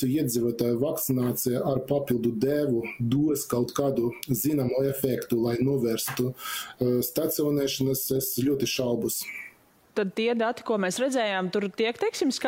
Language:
Latvian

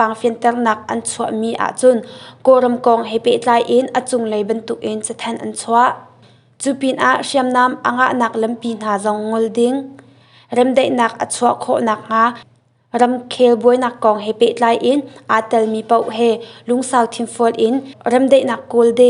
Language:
Hakha Chin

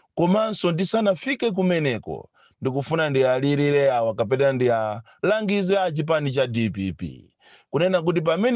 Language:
Nyanja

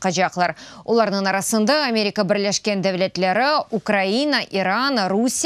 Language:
Crimean Tatar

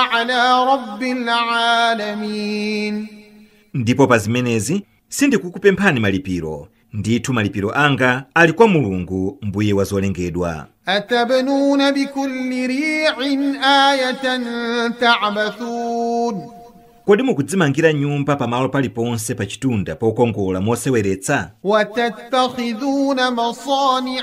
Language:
Nyanja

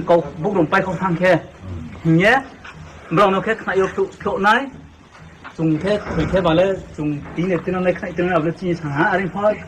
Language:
Riang (India)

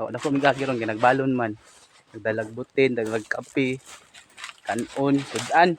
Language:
Cebuano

